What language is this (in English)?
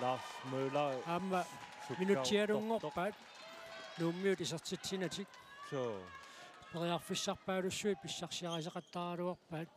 Kalaallisut